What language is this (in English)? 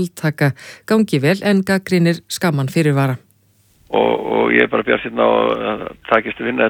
Icelandic